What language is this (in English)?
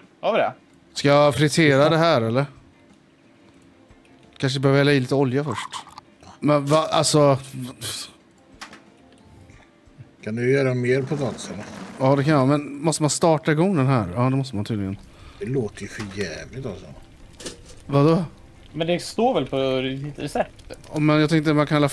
Swedish